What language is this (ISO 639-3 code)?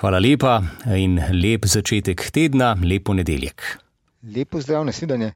slv